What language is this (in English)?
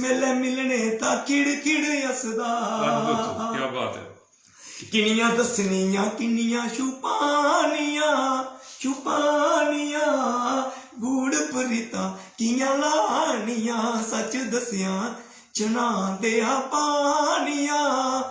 Dogri